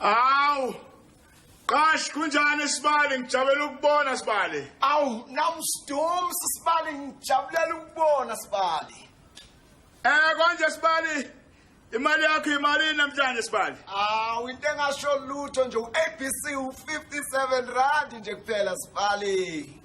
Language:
Zulu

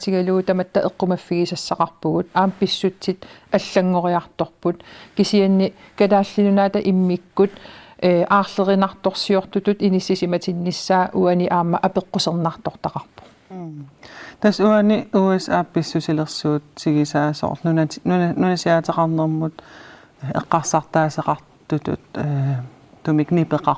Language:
Kalaallisut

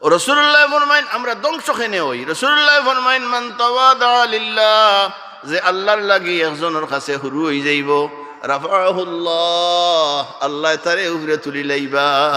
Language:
Sylheti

